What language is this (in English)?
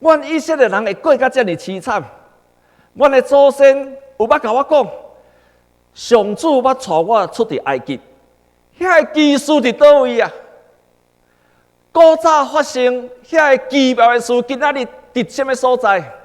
Min Nan Chinese